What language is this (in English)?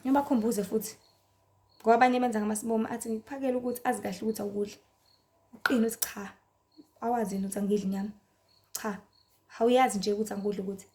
Zulu